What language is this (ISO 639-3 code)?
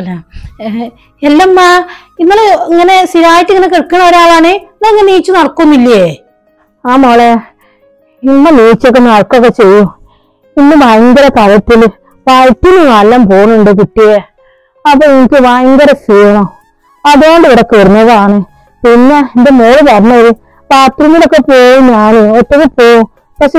mal